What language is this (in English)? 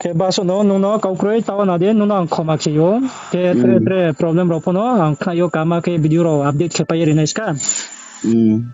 Riang (India)